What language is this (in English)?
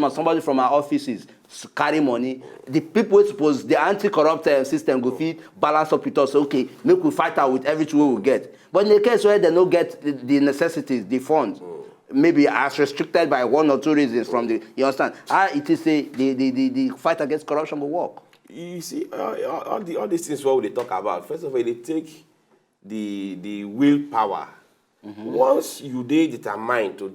Nigerian Pidgin